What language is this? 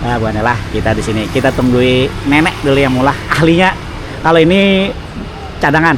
Banjar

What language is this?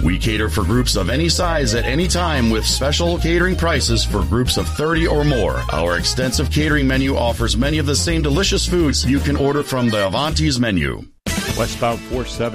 English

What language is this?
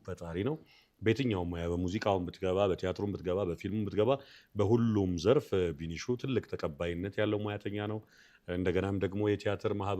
Amharic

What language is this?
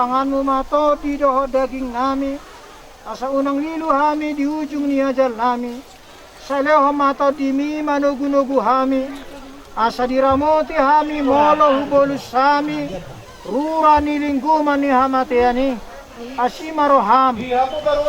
Batak Toba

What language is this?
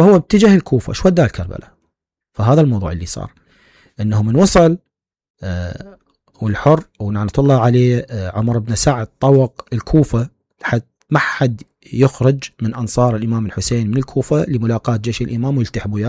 Mesopotamian Arabic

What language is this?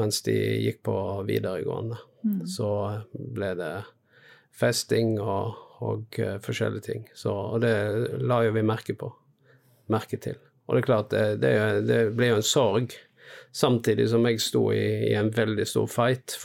Norwegian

